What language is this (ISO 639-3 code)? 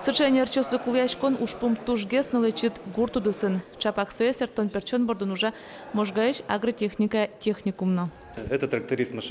udm